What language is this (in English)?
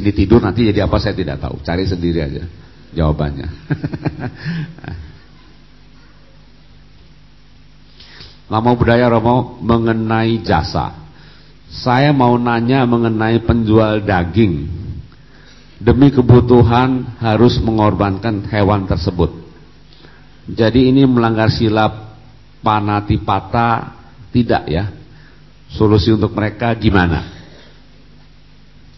Indonesian